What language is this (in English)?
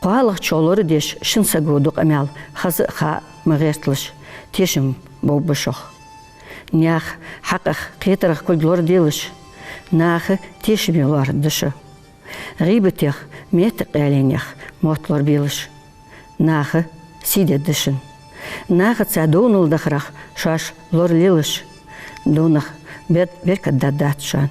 Ingush